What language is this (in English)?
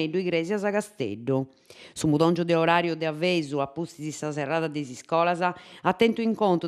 Sardinian